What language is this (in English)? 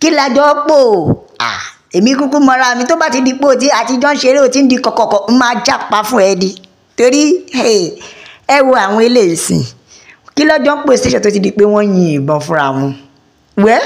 Yoruba